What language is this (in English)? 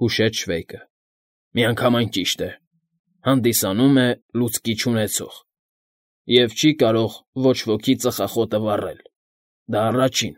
Armenian